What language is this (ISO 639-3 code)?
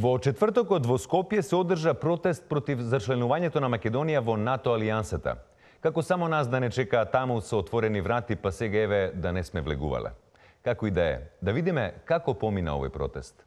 mkd